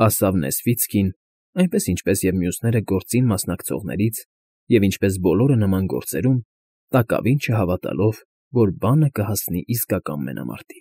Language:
Armenian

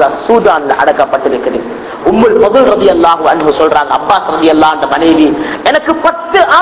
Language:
Tamil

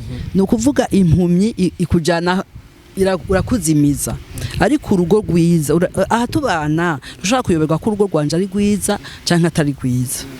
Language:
Rundi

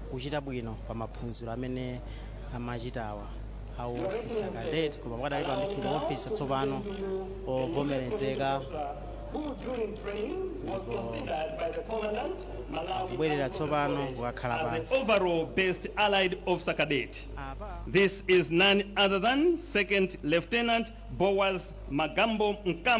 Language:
Nyanja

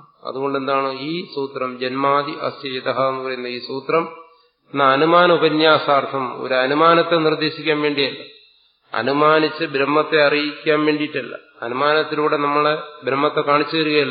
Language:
Malayalam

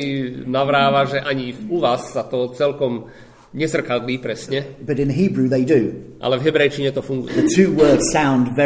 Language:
Slovak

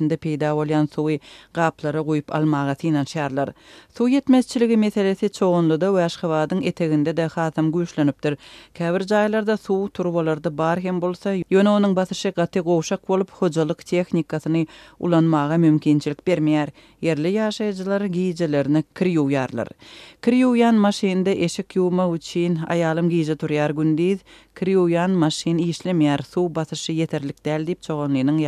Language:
Turkmen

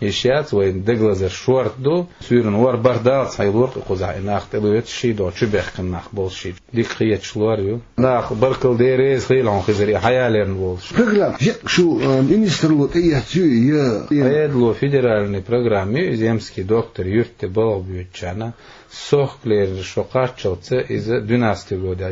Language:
Chechen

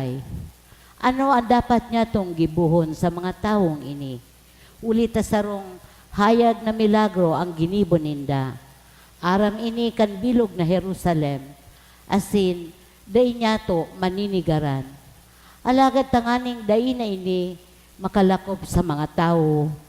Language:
Bikol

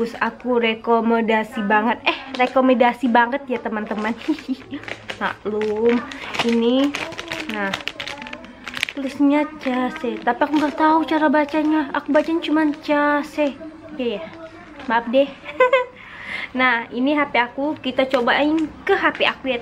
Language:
Indonesian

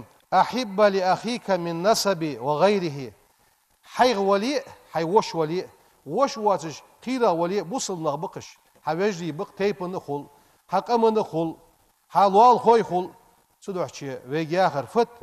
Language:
Ingush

